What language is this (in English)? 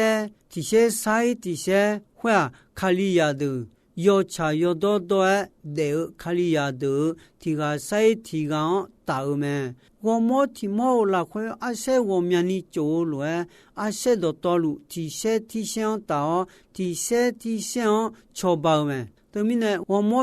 Akha